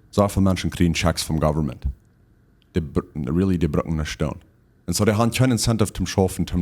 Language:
Plautdietsch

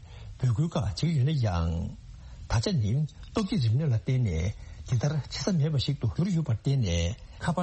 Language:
Tibetan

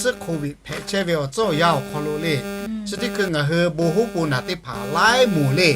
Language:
Lahu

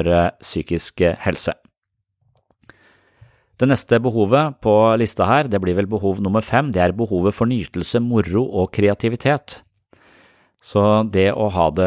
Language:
Norwegian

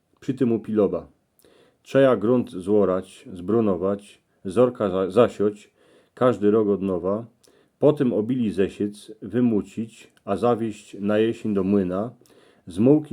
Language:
Silesian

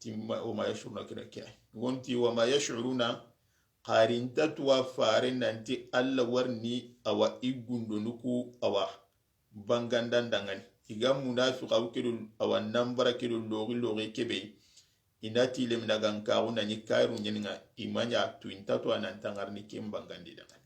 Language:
Soninke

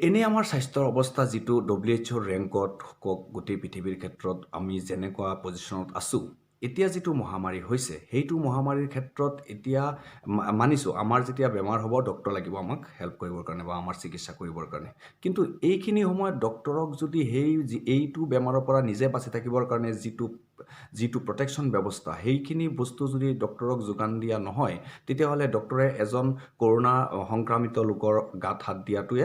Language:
Assamese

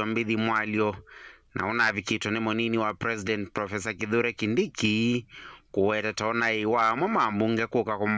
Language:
Kamba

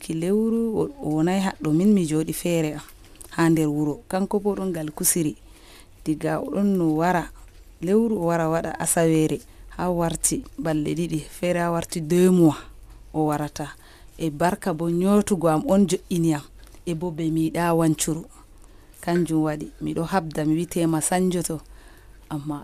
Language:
Nigerian Fulfulde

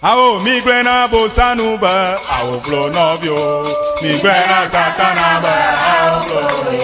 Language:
Ewe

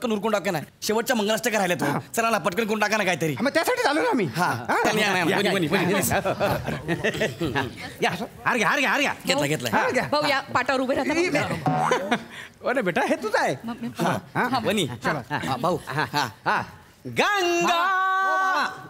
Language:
Marathi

